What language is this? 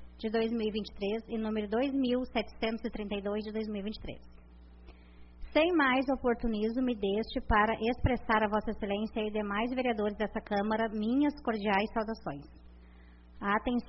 Portuguese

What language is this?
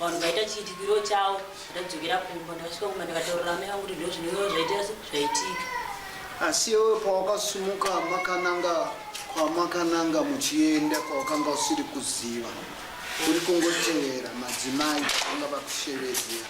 Shona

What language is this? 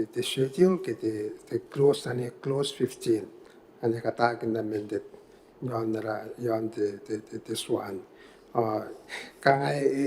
Gilbertese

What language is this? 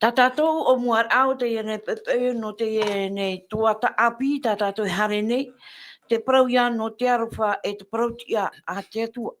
Tahitian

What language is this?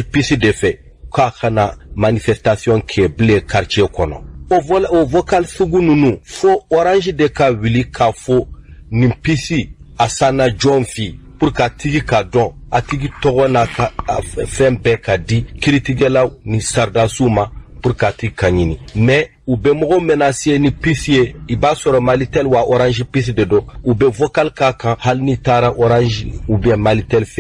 Bambara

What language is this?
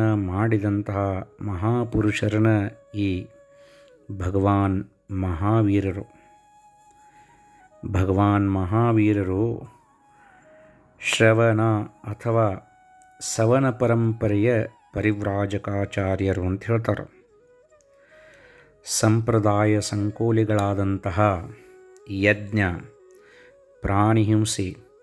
Kannada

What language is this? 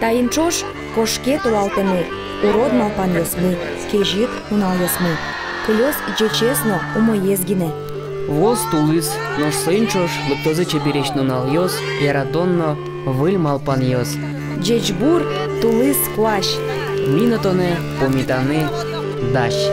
Udmurt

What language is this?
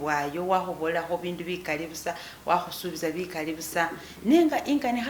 Masaaba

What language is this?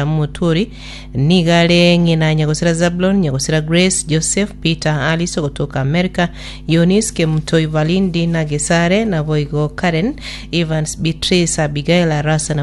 Gusii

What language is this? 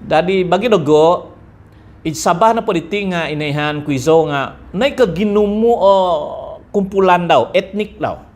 Central Dusun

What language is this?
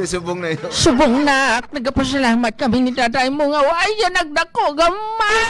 Hiligaynon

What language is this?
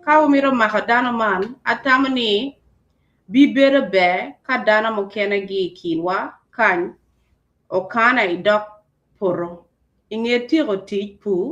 Acoli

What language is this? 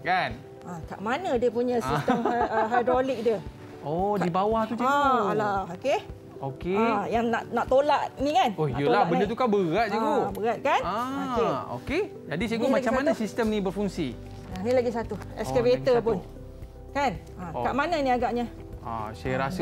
Malay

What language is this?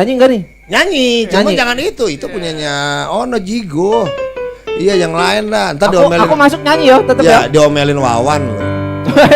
Betawi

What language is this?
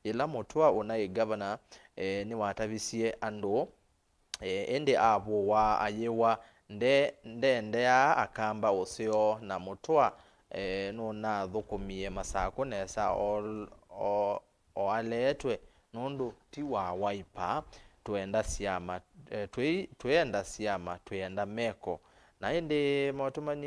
Kamba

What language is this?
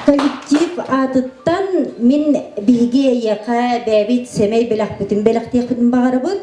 Yakut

